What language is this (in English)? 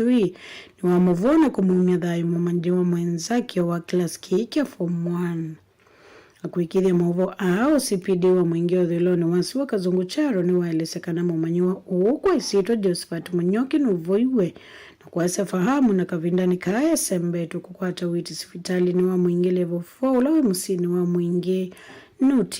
Kamba